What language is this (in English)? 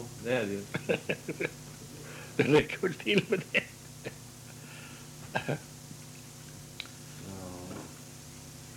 Swedish